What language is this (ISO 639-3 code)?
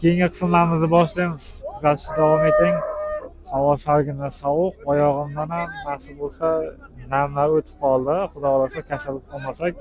uzb